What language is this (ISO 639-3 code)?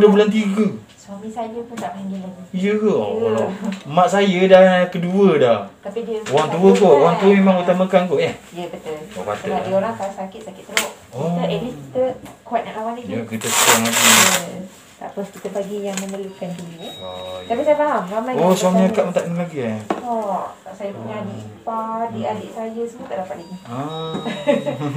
msa